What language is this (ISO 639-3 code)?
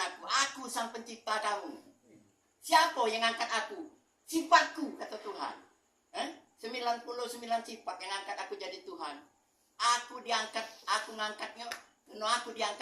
mui